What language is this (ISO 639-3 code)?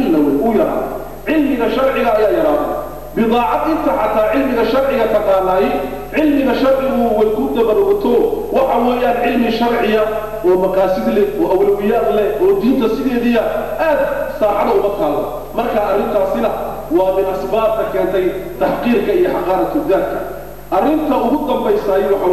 som